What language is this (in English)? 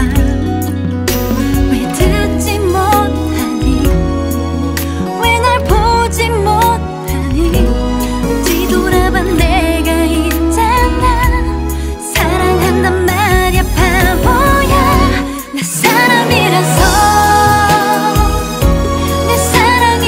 Korean